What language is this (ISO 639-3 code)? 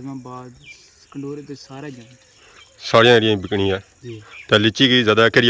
phr